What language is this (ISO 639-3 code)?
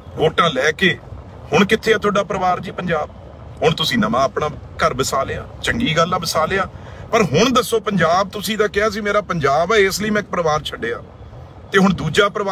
pan